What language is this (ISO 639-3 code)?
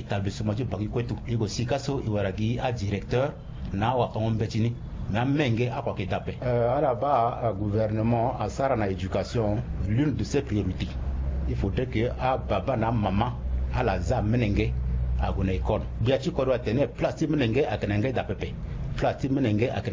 sag